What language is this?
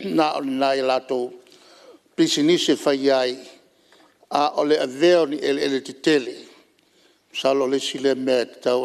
Samoan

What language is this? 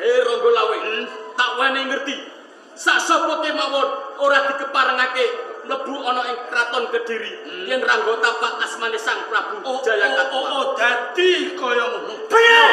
Javanese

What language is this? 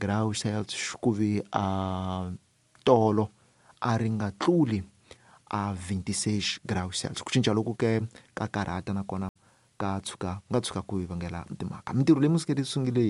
Tsonga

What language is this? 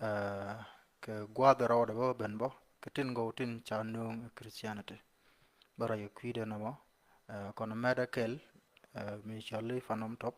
Nuer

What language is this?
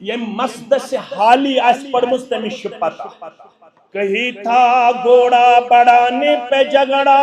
Kashmiri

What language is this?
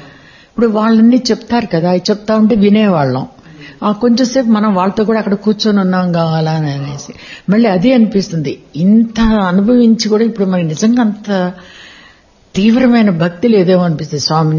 Telugu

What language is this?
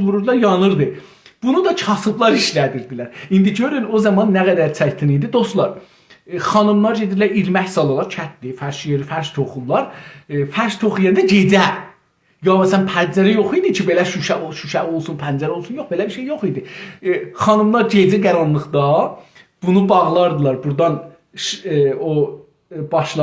South Azerbaijani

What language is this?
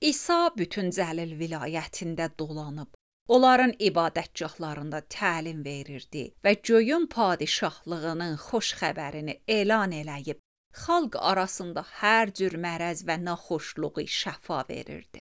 Azerbaijani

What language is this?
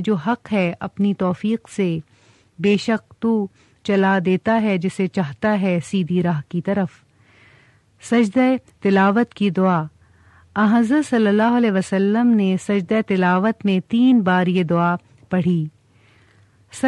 Urdu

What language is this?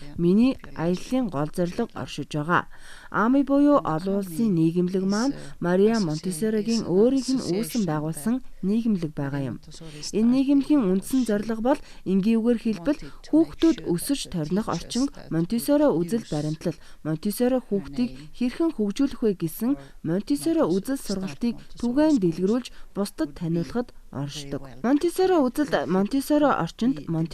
Mongolian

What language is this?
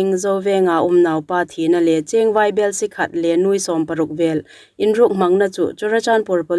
Hmar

